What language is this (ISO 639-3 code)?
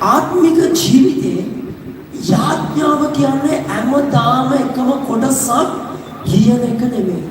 sin